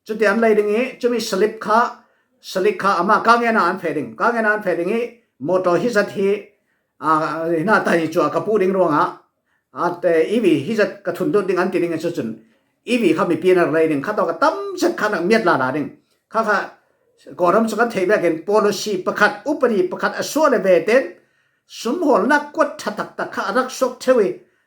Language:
Falam Chin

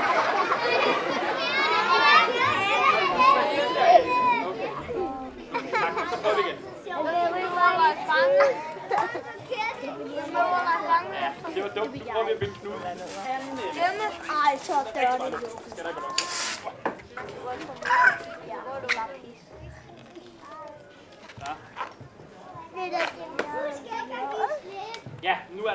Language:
Danish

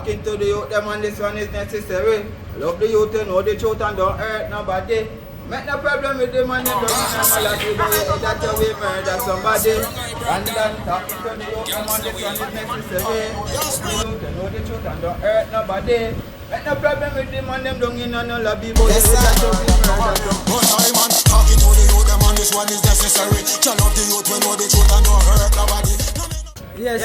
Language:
Jamaican Creole English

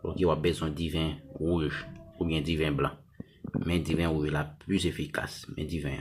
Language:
Haitian Creole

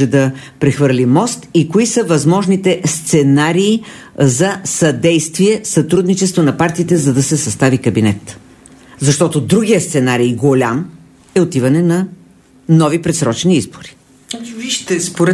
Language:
Bulgarian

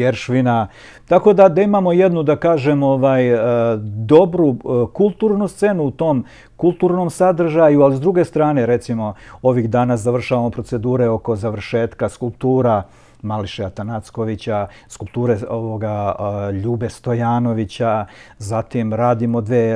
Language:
Serbian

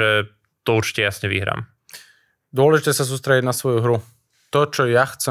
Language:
Slovak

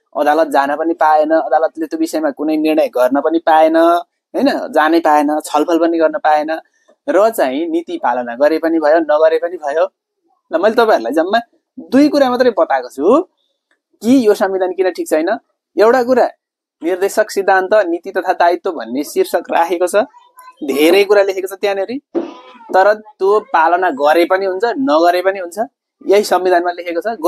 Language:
Nepali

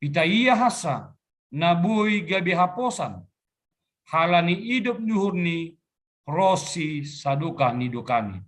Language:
Batak Simalungun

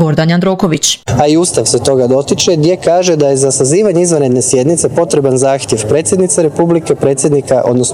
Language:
Croatian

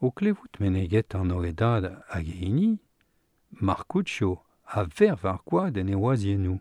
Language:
Breton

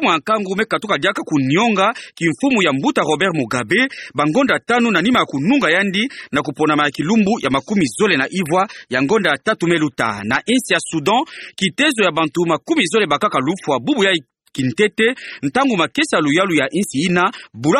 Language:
Kituba (Democratic Republic of Congo)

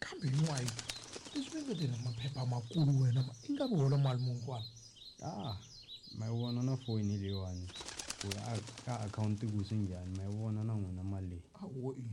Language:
Tsonga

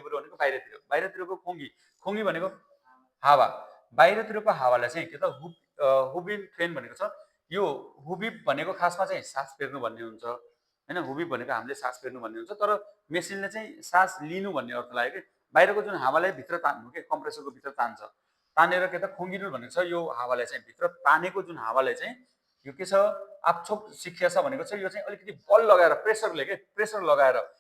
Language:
Nepali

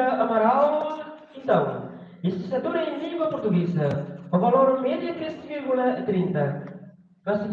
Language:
Tetum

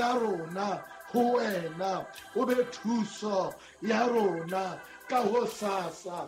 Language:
Southern Sotho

